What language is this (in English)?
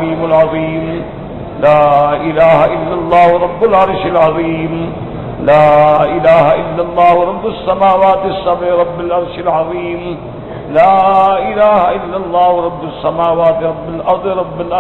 Urdu